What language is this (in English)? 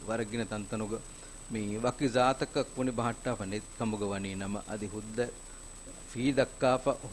Divehi